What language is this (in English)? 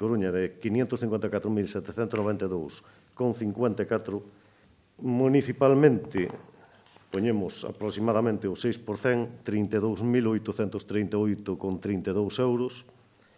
Galician